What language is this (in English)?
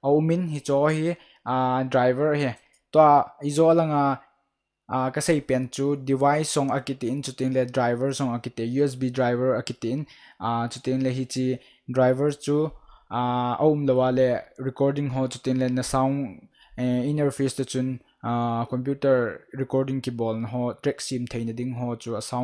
Thado Chin